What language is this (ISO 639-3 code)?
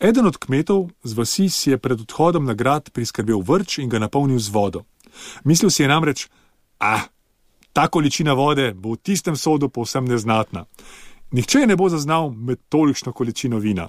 slv